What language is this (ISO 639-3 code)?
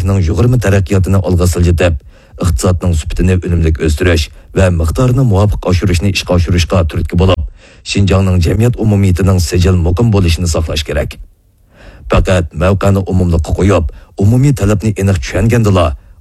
uig